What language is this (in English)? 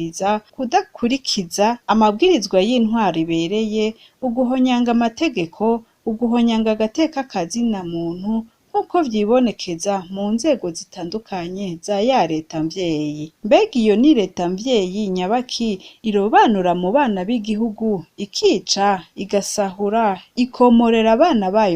Rundi